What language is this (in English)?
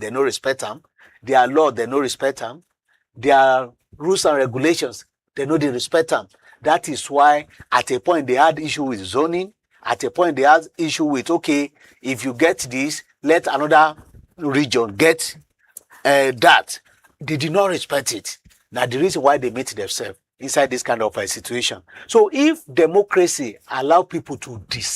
Nigerian Pidgin